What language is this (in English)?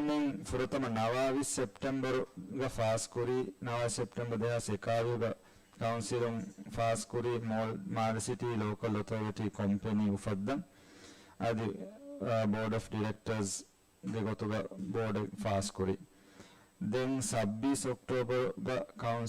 Divehi